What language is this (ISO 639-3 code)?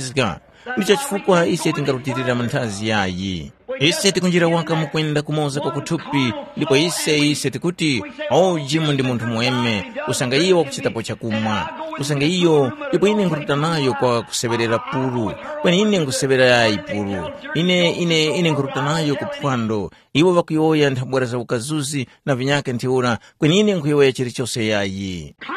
tum